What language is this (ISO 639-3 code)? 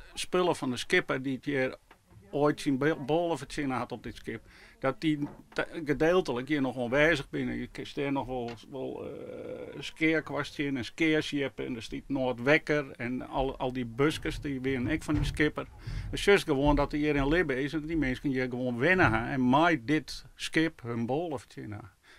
fry